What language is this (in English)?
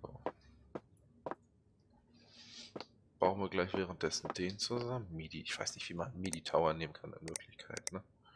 German